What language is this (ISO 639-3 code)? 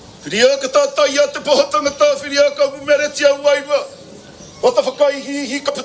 mri